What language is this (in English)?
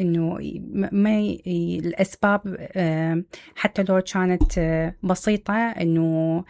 Mesopotamian Arabic